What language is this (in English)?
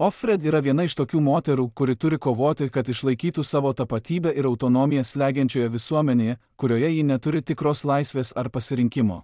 Lithuanian